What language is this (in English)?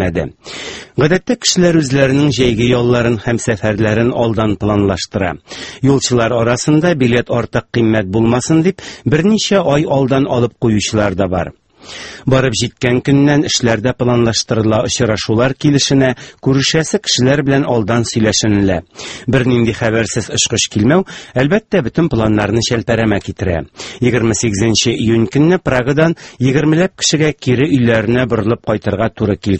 Tatar